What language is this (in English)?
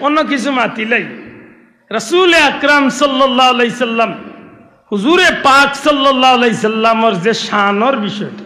Sylheti